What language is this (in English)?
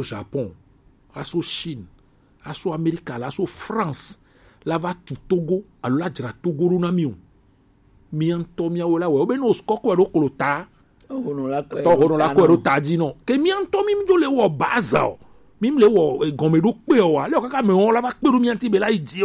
Gen